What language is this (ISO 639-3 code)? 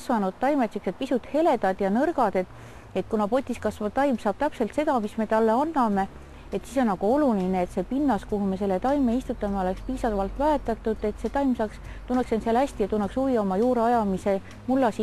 est